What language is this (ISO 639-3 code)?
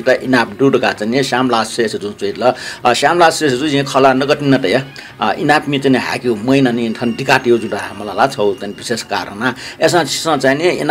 new